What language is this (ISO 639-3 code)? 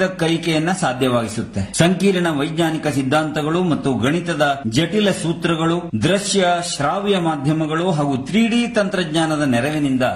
kan